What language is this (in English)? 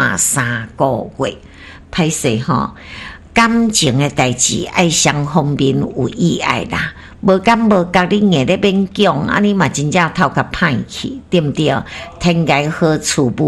Min Nan Chinese